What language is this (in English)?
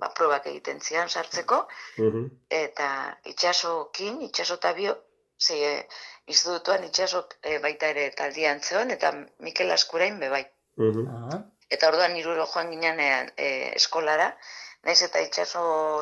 Basque